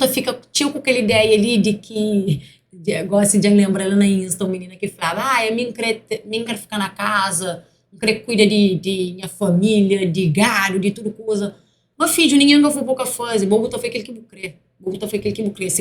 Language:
Kabuverdianu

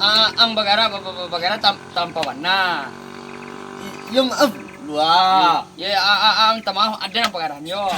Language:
Minangkabau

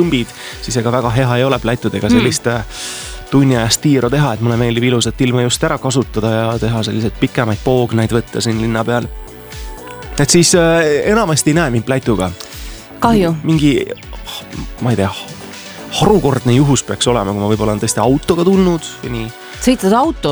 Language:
Estonian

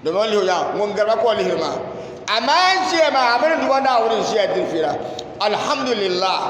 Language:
Dagbani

